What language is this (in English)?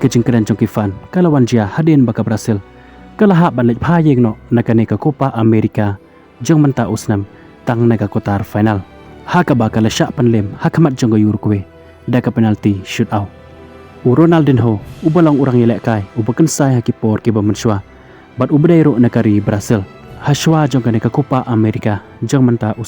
Khasi